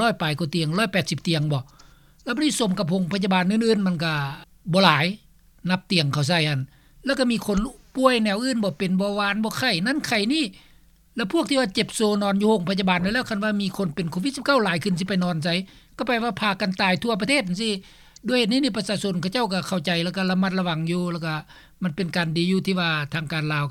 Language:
Lao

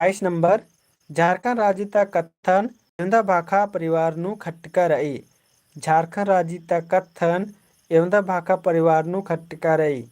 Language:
Kurukh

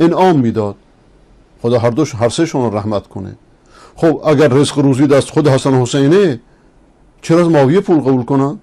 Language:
Persian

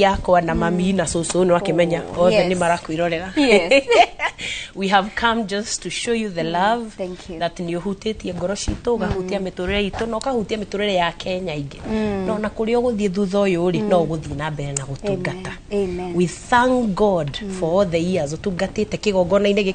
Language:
Kikuyu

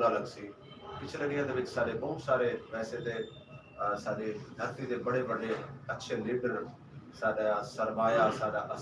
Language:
Saraiki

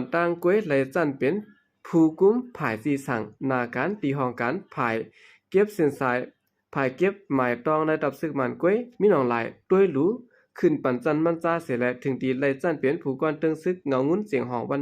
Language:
Shan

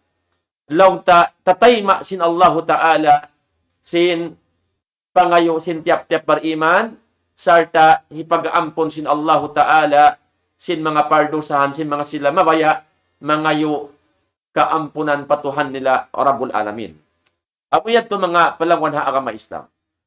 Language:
Tausug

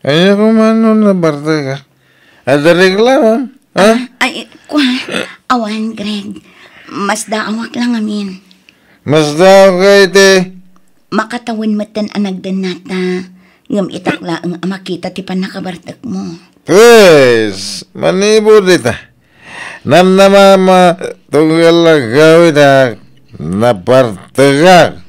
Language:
Iloko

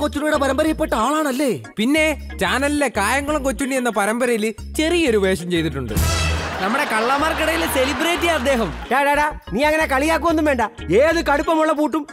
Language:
Malayalam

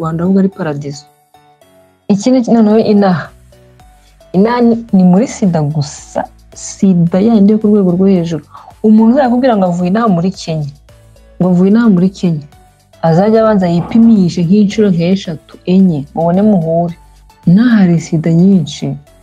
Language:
Kinyarwanda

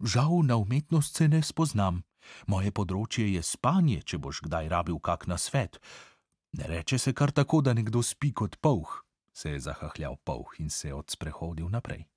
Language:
Slovenian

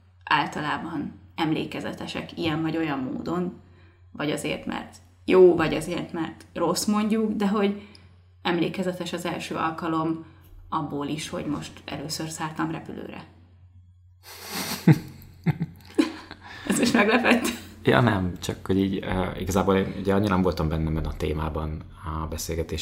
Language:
Hungarian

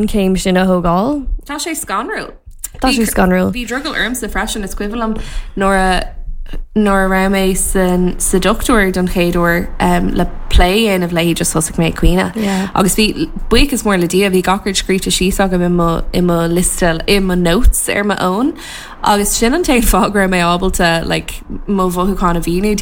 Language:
Irish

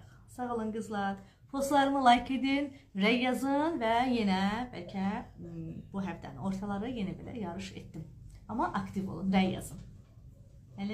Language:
Azerbaijani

